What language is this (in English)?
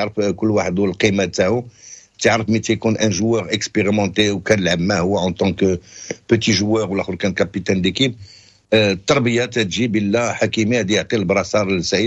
Moroccan Arabic